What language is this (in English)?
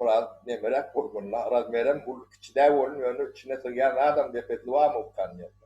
Turkmen